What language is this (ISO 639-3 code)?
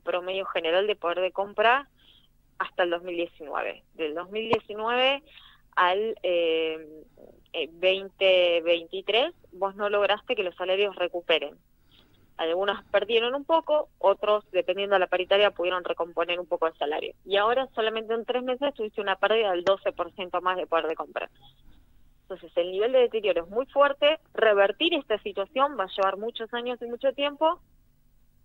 spa